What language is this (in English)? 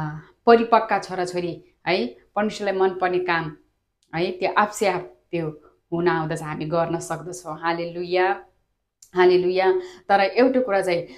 Nepali